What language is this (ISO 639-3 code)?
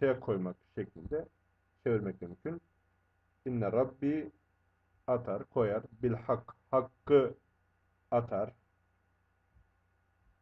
tur